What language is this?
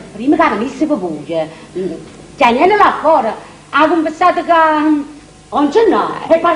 Neapolitan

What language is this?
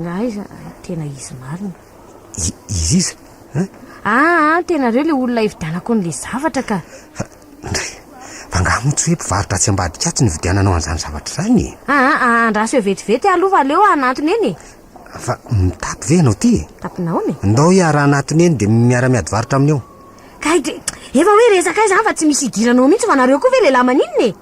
Malagasy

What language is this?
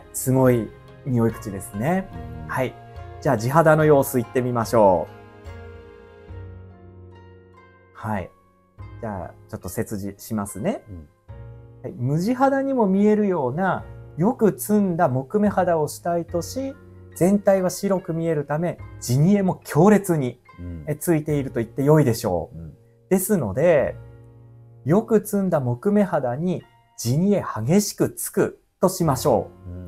Japanese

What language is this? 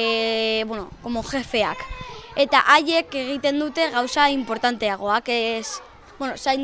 Basque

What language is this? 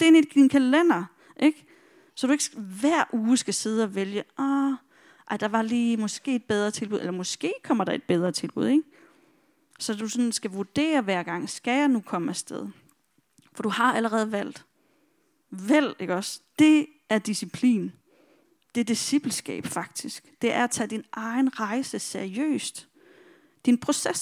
Danish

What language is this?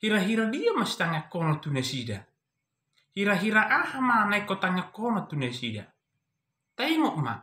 Batak Toba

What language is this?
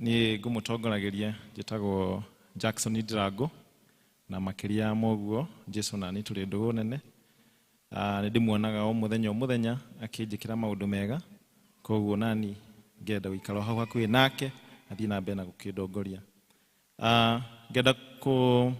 Kikuyu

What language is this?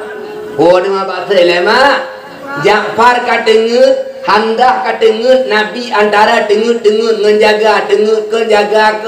Achinese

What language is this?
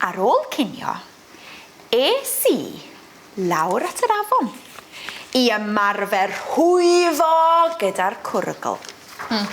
Welsh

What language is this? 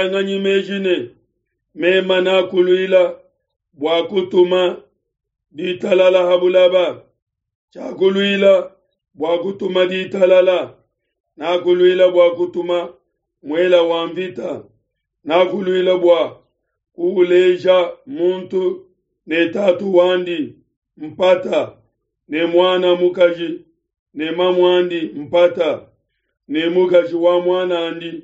Luba-Lulua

